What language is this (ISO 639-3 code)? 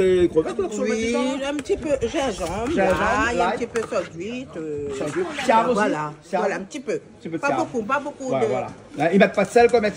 rcf